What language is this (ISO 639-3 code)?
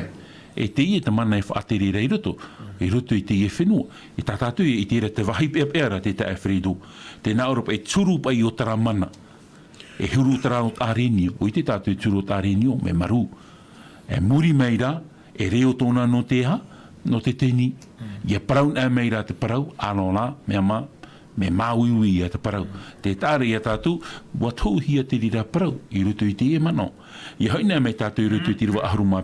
tah